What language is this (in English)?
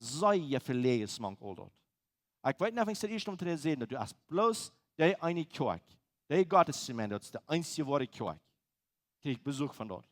Plautdietsch